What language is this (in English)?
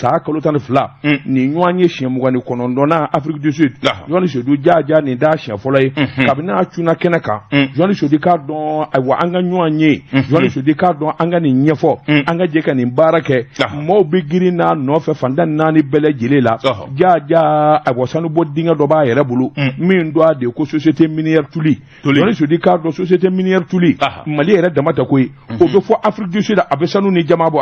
Bambara